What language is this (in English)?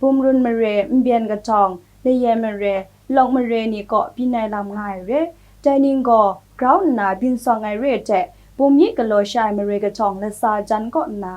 Kachin